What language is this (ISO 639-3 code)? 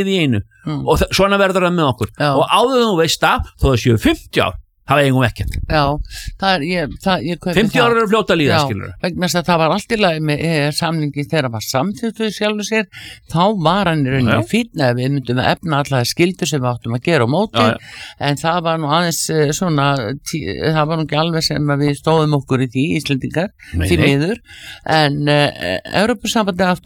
isl